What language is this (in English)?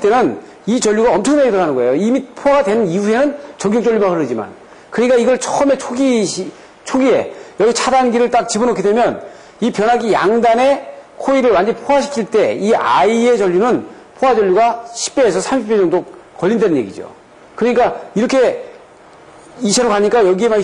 Korean